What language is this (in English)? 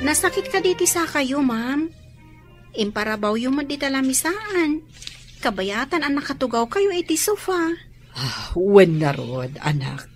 Iloko